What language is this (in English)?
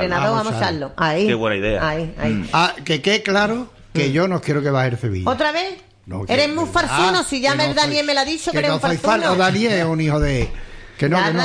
Spanish